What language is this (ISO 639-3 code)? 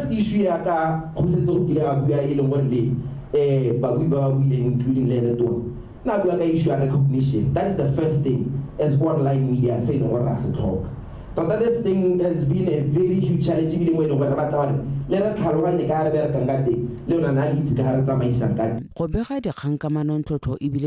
tsn